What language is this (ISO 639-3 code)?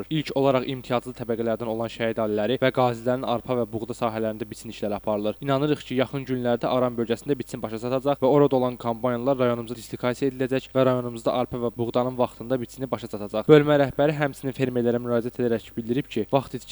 aze